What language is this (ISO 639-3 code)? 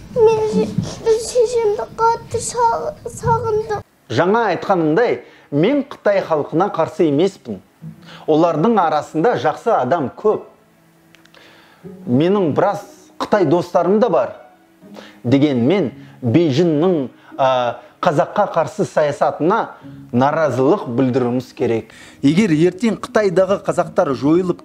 kaz